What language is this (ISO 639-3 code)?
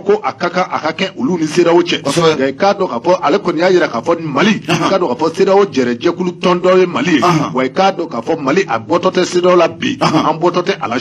bam